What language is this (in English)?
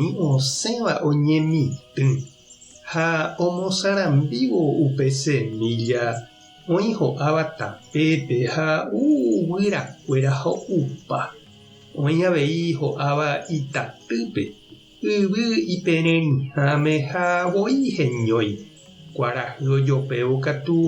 Guarani